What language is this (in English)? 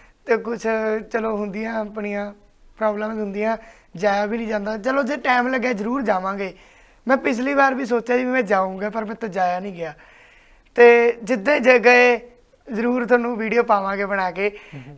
Punjabi